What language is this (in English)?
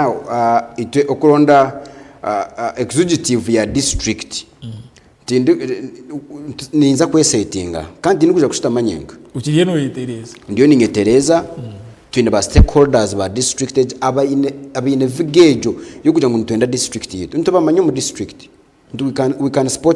Nyankole